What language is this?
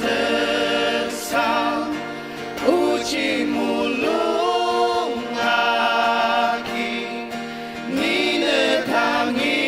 Ao Naga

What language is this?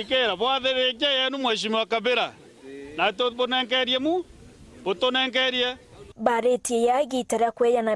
Meru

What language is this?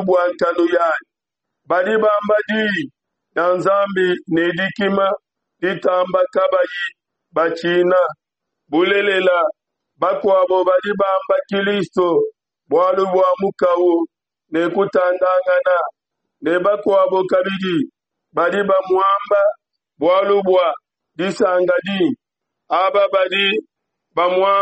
Luba-Lulua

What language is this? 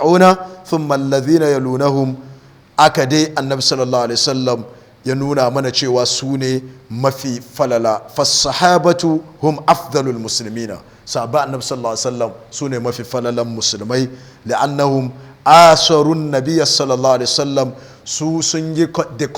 Hausa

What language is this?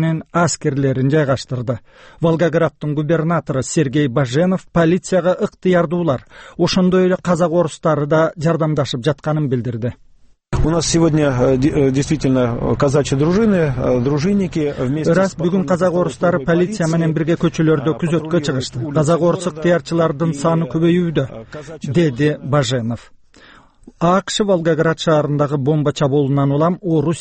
Kyrgyz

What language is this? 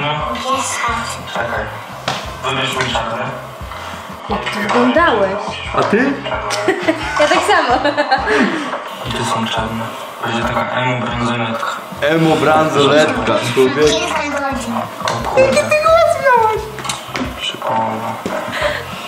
Polish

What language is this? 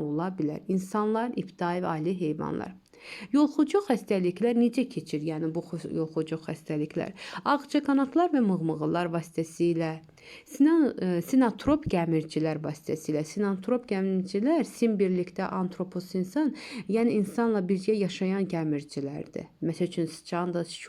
Azerbaijani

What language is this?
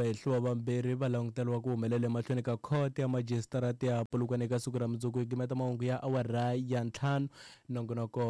Tsonga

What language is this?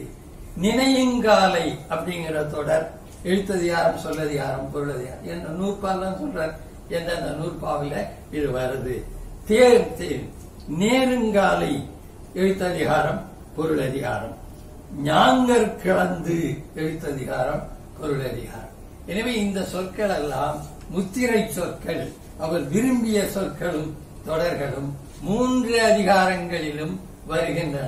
Tamil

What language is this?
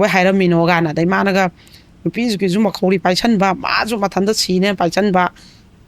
Manipuri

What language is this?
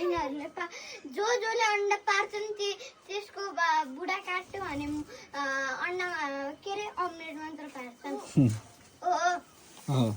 Nepali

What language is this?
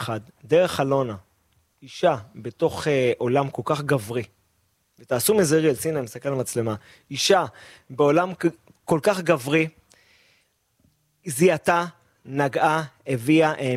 Hebrew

